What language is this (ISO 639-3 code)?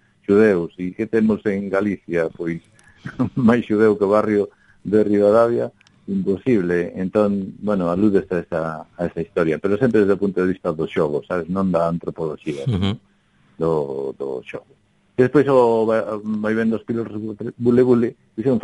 glg